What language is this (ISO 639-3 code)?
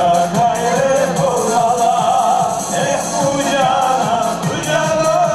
chv